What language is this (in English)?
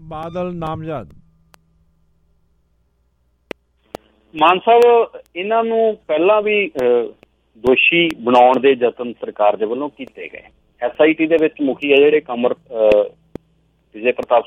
Punjabi